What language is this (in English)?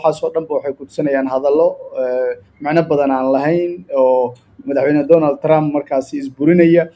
Somali